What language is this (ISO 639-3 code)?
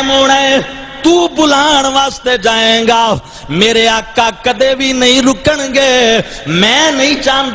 skr